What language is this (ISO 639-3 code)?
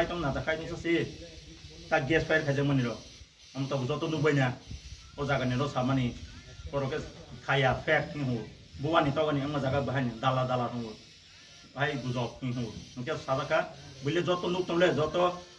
ria